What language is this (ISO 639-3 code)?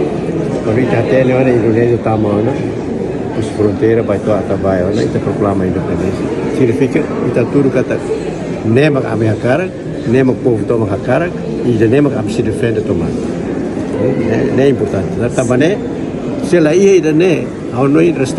tet